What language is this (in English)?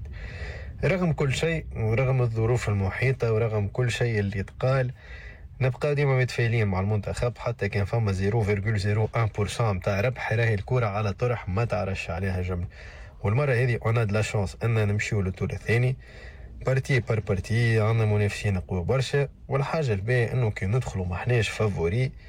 Tunisian Arabic